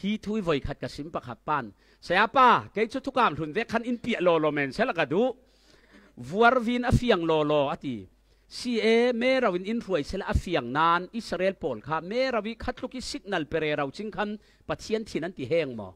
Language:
Falam Chin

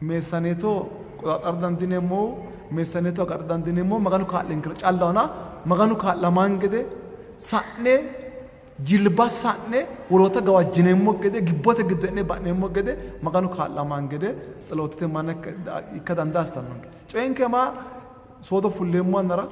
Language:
Sidamo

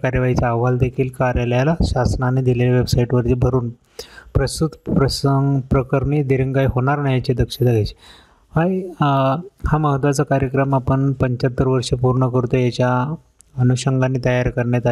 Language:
Marathi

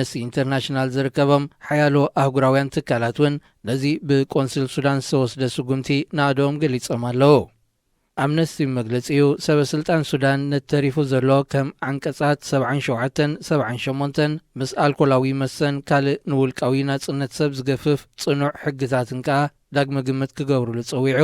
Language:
Tigrinya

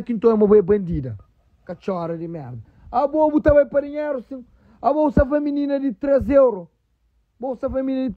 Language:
Kabuverdianu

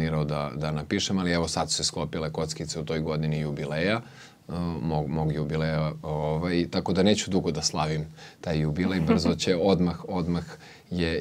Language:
Serbian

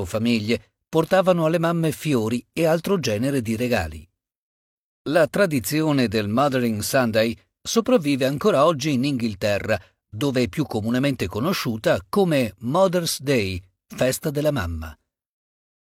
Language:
Italian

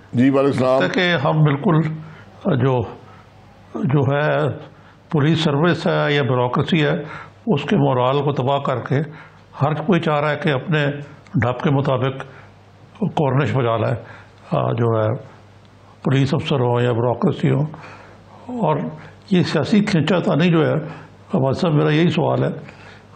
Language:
Urdu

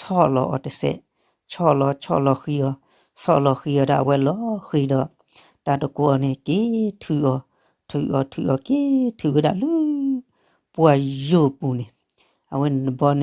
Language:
S'gaw Karen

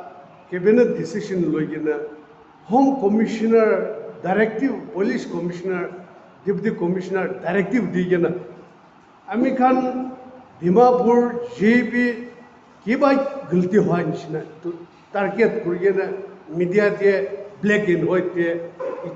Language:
Naga Pidgin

